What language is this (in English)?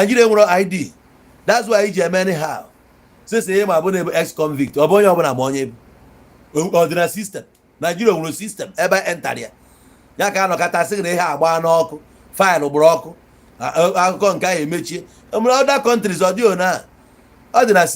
Igbo